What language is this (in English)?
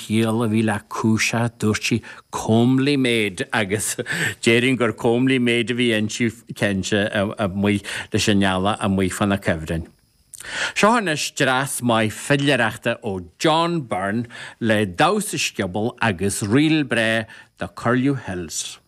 Irish